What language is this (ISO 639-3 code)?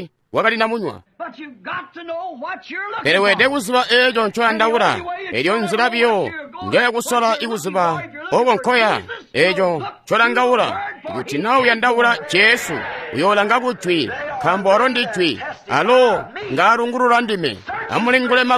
toi